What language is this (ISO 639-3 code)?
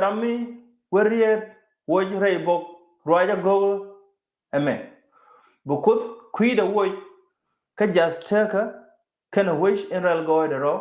nus